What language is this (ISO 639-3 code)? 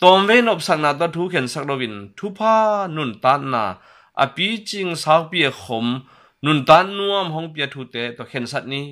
ctd